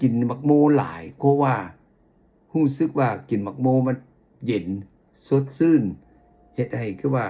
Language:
Lao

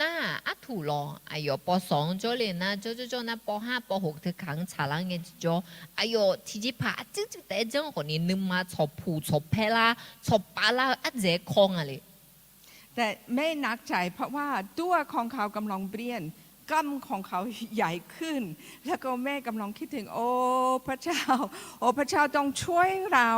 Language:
Akha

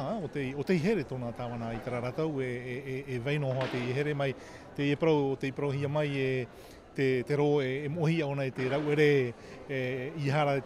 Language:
Tahitian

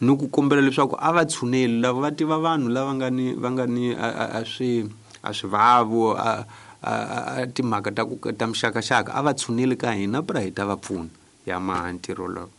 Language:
Tsonga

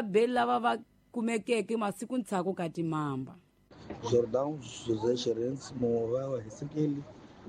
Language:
Tsonga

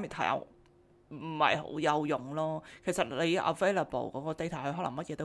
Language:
Cantonese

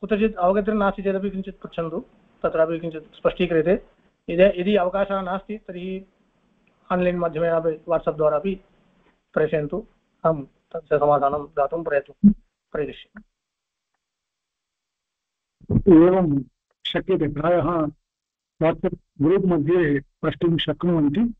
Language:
Sanskrit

